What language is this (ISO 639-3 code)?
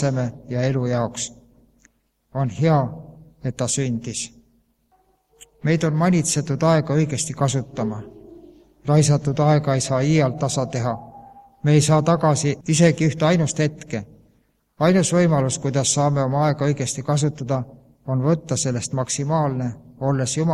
est